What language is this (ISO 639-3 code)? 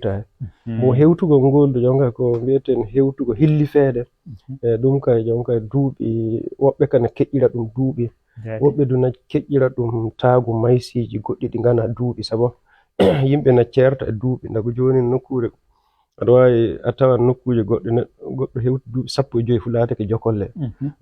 ful